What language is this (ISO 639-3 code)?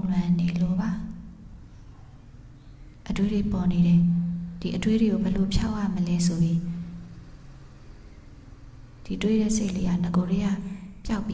mya